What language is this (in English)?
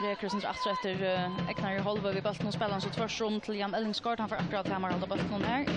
Faroese